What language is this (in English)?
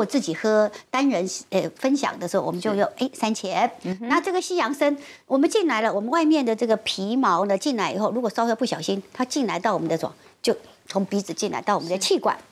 Chinese